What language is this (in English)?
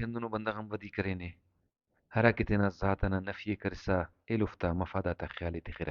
Brahui